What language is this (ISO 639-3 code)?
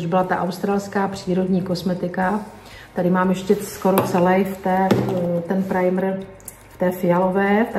ces